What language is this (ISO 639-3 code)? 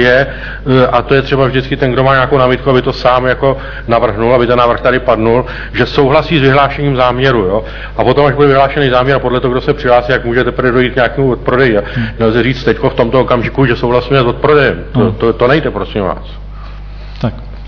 ces